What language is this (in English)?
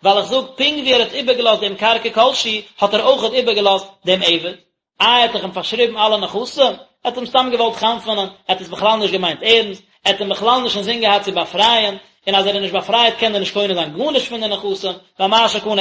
Yiddish